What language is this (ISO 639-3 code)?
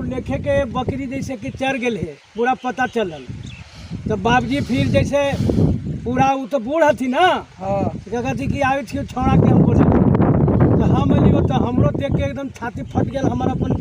mag